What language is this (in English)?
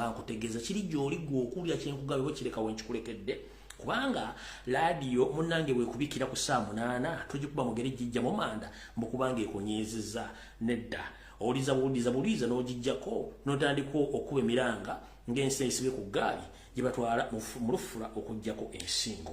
Ganda